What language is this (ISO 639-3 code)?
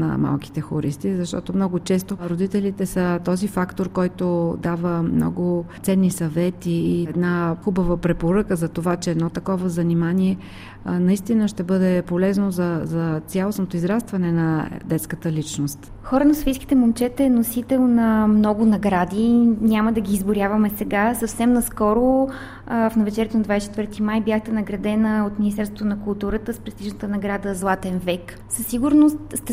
bul